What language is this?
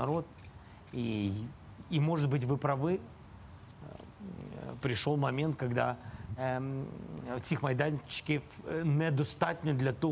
Crimean Tatar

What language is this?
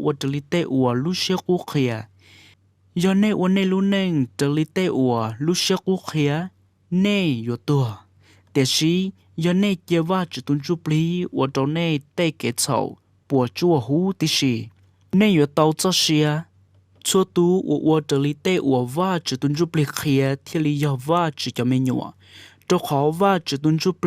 Hmong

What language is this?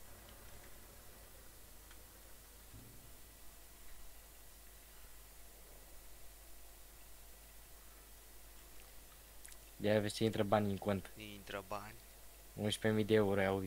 Romanian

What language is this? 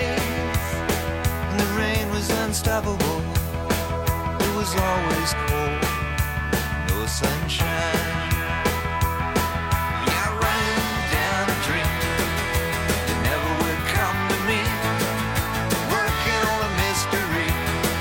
English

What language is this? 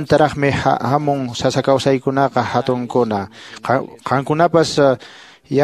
Quechua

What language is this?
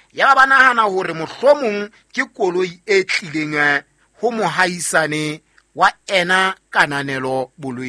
Southern Sotho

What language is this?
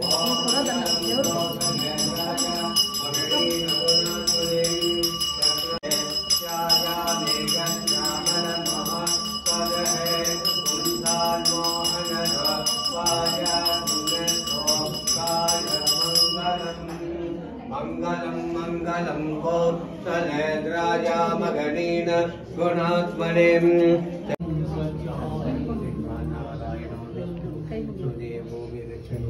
Kannada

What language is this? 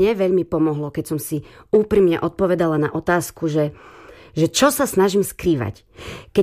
Slovak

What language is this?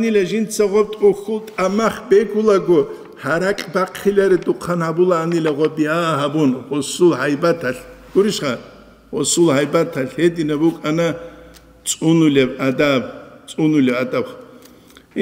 Avaric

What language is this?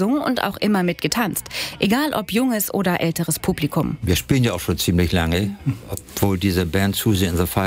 German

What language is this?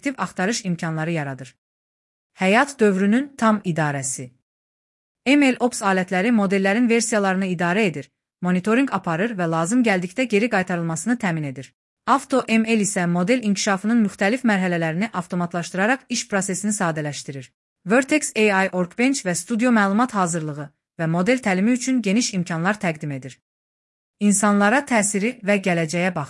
Azerbaijani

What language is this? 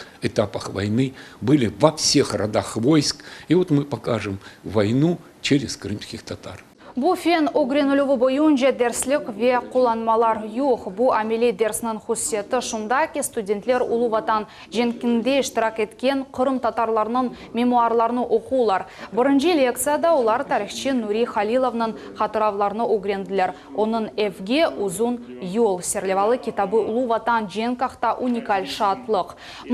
Crimean Tatar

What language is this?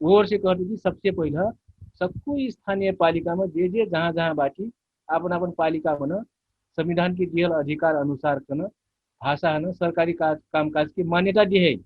Dangaura Tharu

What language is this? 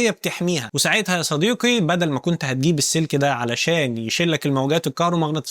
Egyptian Arabic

